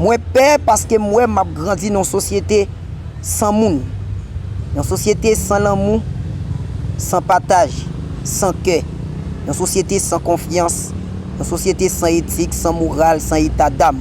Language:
Haitian Creole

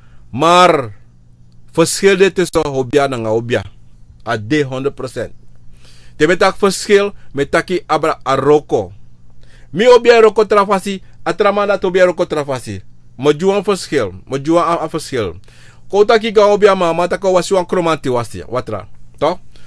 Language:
Sranan Tongo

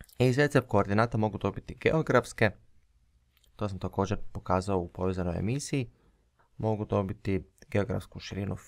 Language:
Croatian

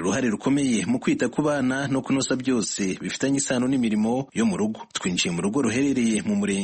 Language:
Kinyarwanda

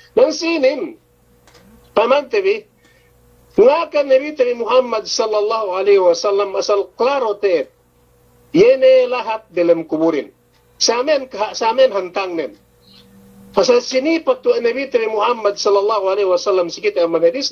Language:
Yakan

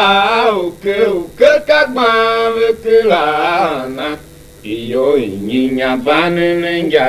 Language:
Tiv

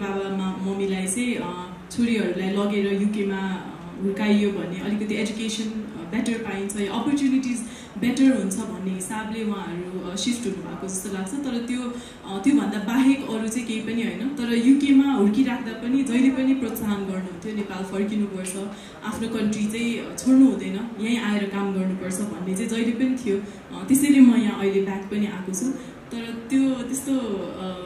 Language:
Nepali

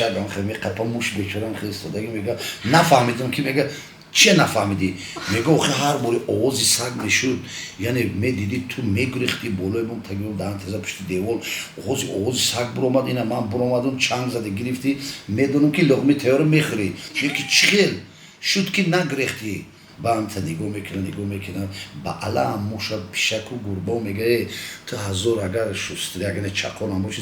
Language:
Tajik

